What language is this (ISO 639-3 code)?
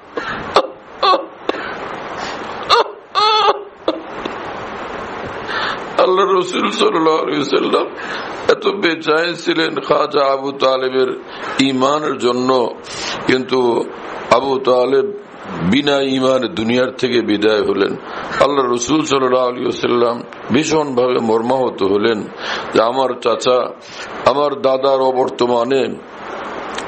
ben